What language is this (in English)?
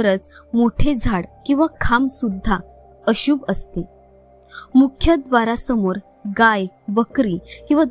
Marathi